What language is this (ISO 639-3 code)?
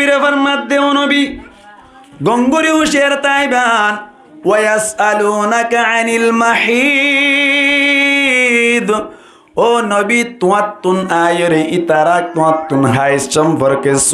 rhg